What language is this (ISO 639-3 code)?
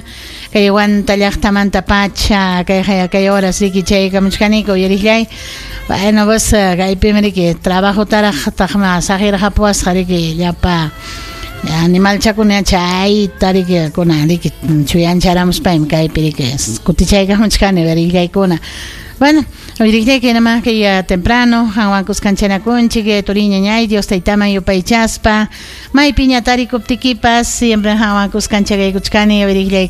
quy